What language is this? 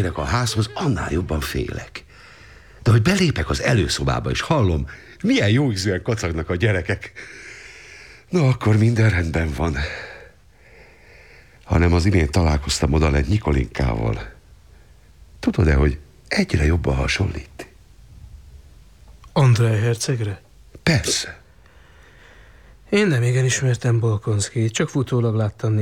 Hungarian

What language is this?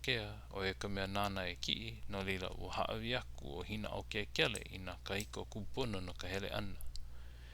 Hawaiian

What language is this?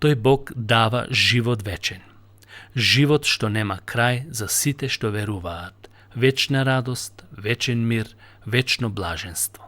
Macedonian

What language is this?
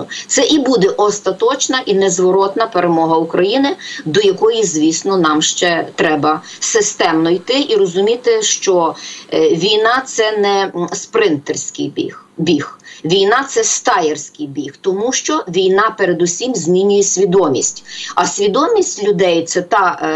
Ukrainian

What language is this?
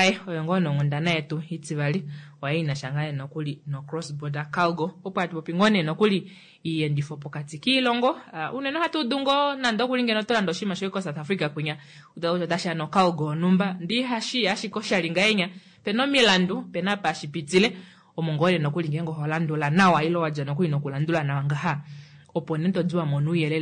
Kuanyama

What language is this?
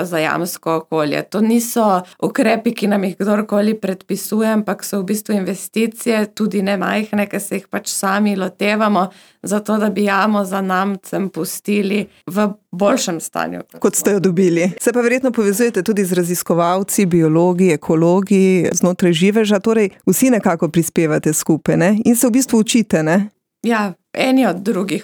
Slovenian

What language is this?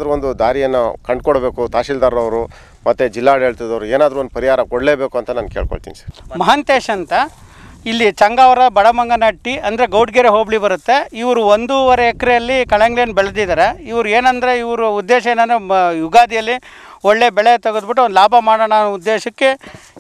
Kannada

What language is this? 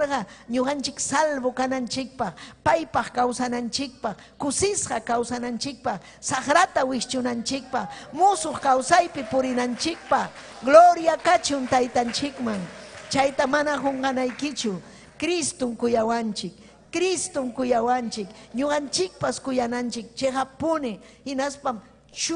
Ayacucho Quechua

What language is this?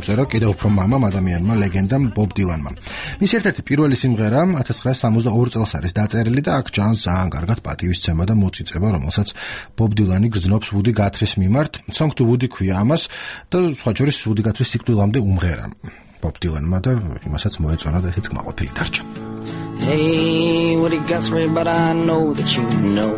Georgian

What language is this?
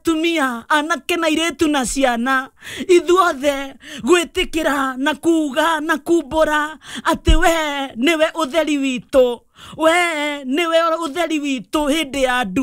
Kikuyu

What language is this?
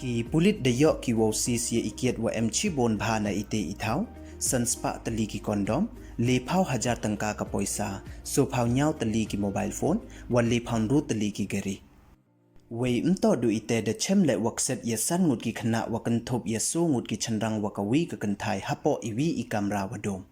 Pnar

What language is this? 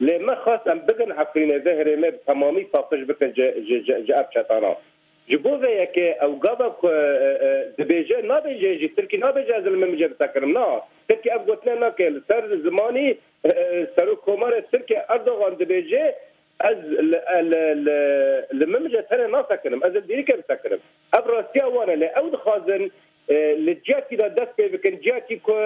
Kurdish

